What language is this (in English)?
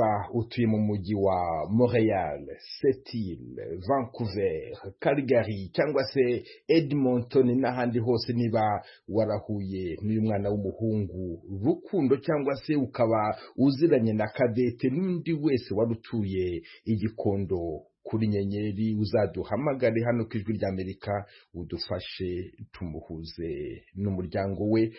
Kinyarwanda